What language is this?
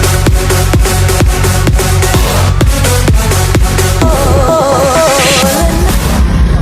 Lao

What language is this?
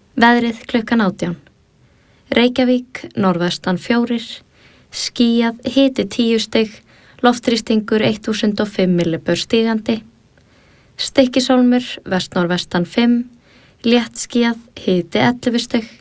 Icelandic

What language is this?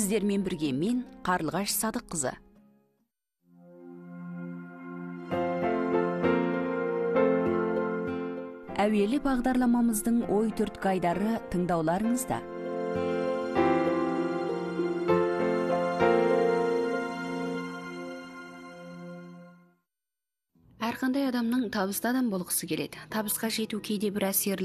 Kazakh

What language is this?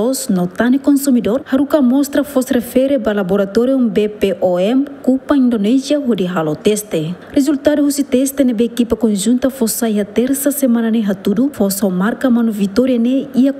Tetum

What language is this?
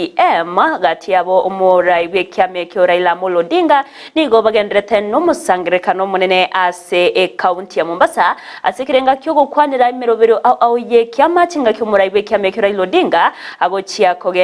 Gusii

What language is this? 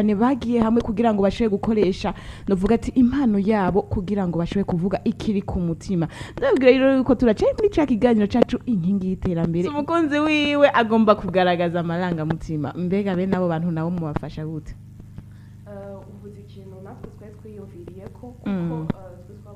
Rundi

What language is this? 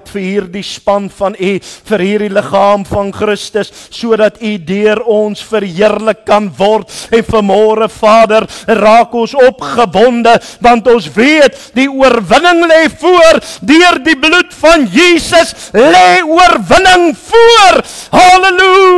Afrikaans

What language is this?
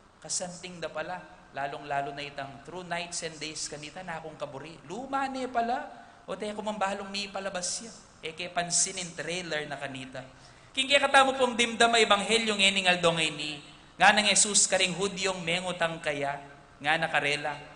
Pampanga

